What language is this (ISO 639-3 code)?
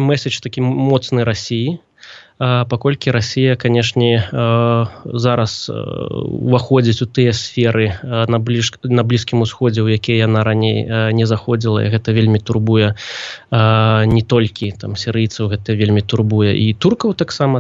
bel